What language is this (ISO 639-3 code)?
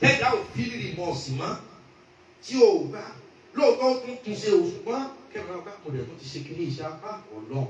yor